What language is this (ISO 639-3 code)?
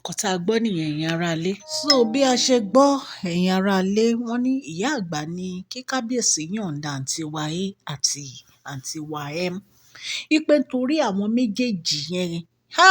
yor